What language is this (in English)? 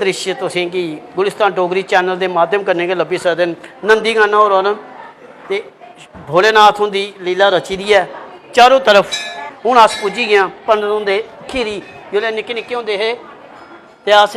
Dogri